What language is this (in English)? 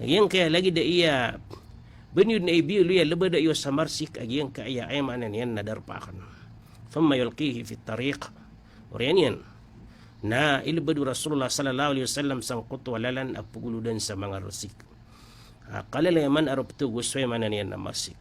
Maranao